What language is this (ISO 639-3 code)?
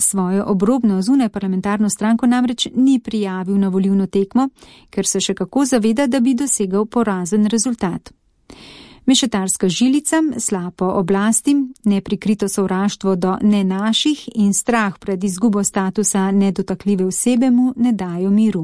slv